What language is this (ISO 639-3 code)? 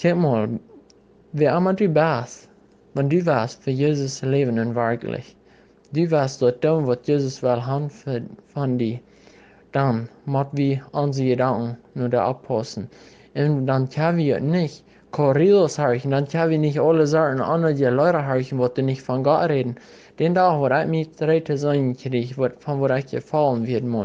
pdt